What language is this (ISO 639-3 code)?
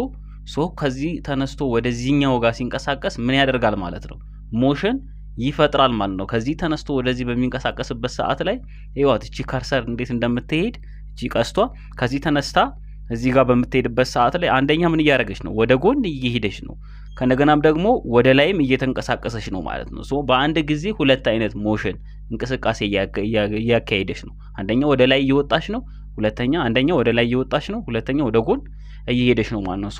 amh